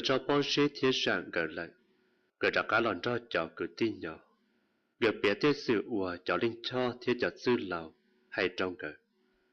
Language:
Hmong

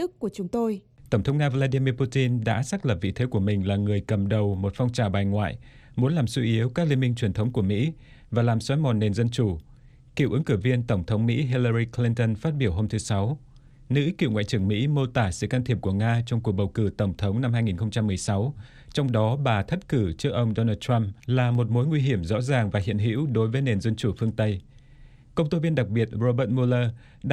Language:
Vietnamese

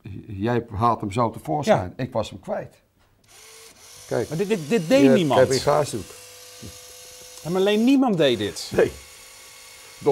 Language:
Dutch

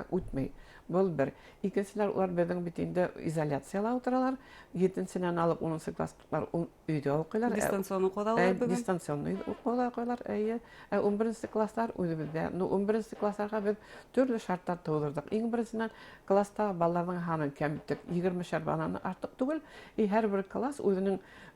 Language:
Bashkir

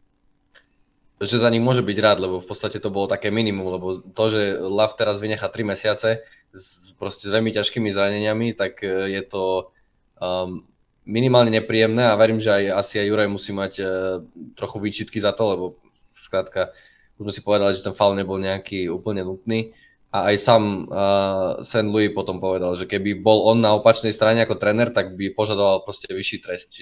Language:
Slovak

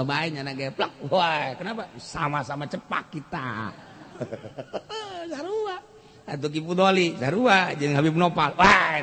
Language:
Sundanese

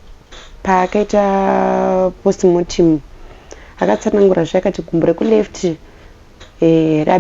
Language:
Shona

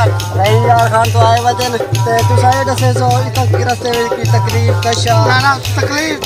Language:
Saraiki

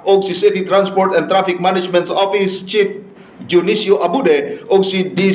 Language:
Cebuano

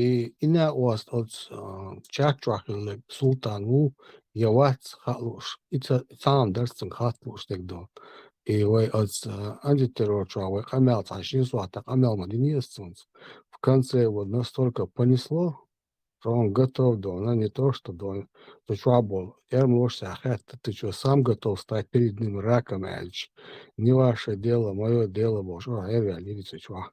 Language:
Chechen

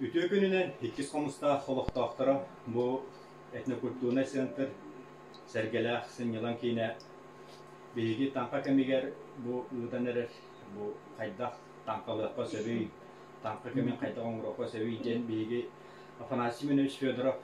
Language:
Yakut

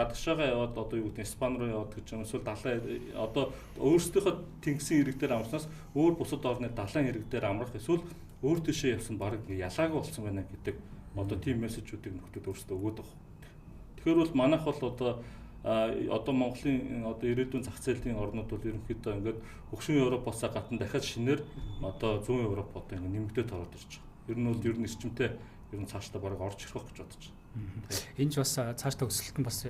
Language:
Mongolian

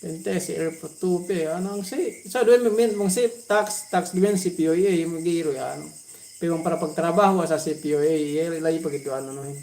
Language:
Yakan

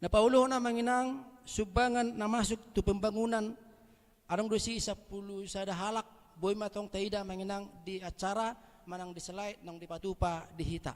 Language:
Batak Toba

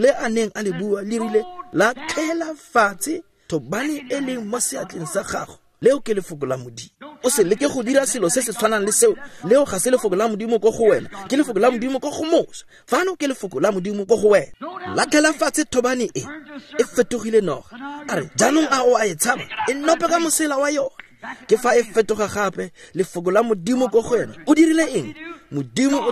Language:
Tswana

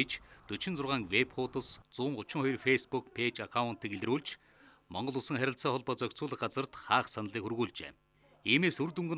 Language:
Mongolian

